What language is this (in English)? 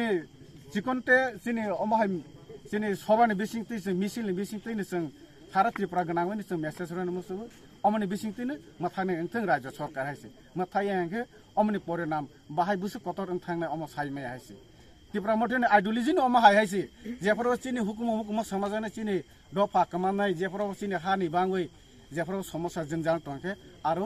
Kok Borok